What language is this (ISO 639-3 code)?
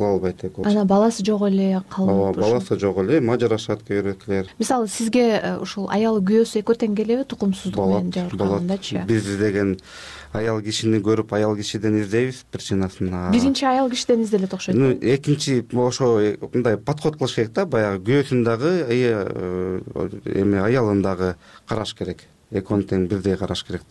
kir